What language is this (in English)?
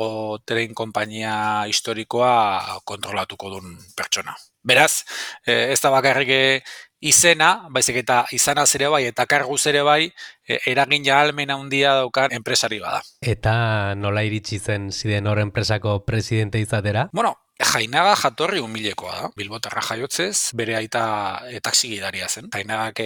Basque